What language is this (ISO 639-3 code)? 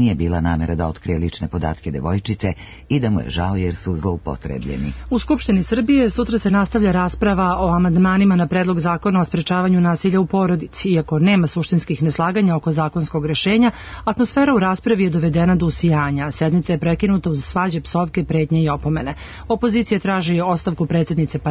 srp